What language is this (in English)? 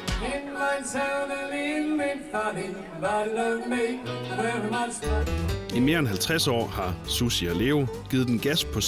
Danish